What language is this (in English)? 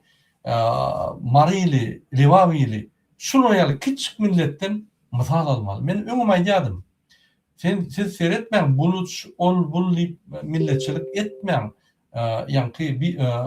Turkmen